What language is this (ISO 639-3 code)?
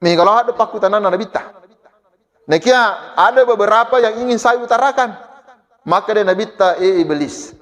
bug